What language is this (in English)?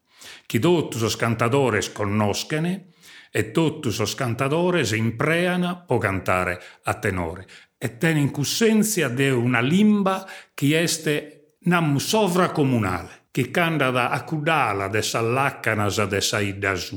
Sardinian